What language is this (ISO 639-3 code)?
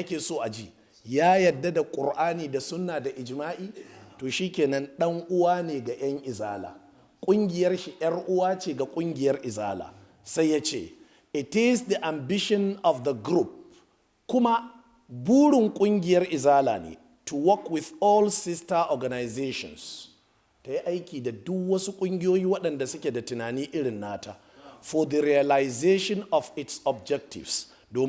hau